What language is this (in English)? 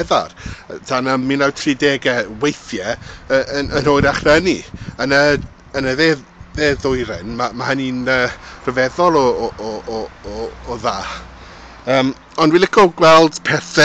Welsh